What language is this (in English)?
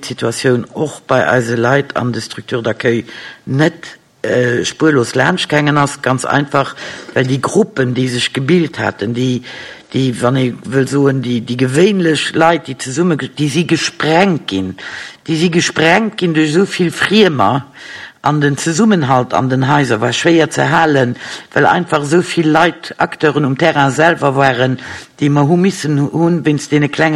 Luxembourgish